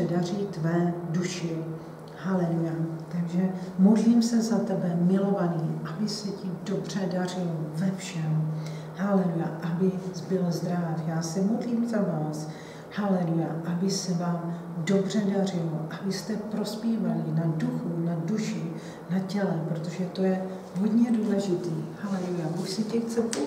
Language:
Czech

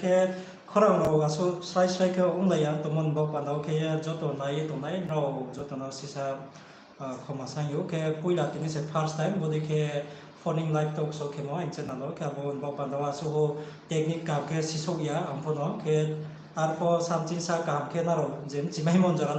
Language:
Riang (India)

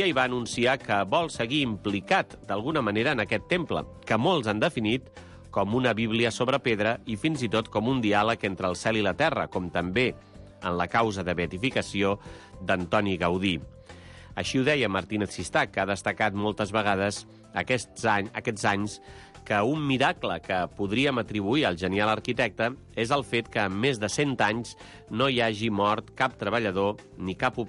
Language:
Catalan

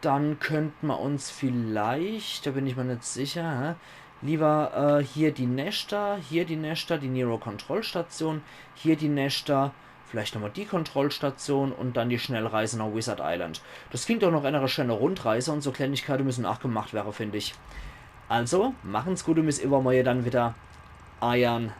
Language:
Palatine German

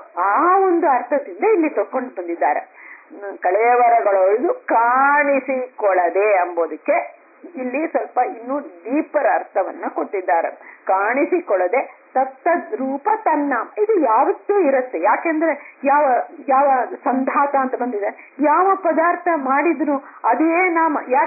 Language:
Kannada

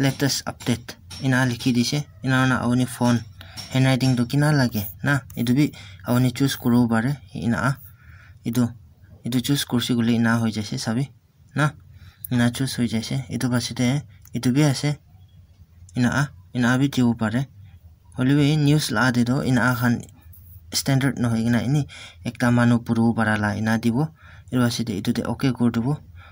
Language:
Naga Pidgin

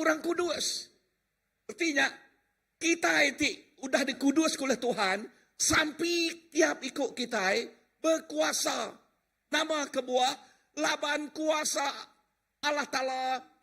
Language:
Iban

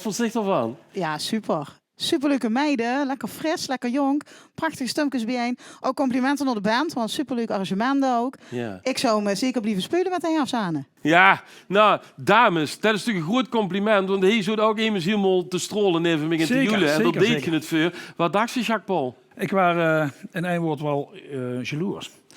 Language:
Limburgish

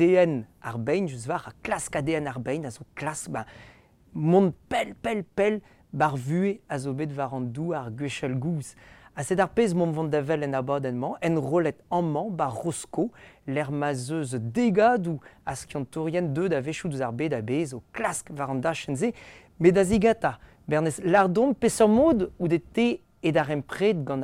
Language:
Breton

